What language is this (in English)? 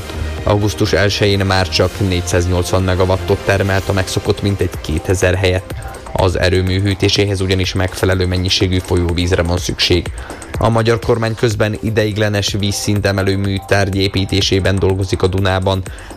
Hungarian